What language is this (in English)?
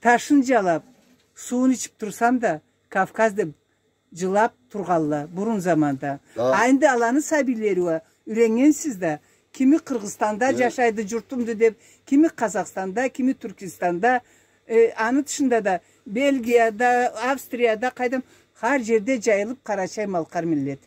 Karachay-Balkar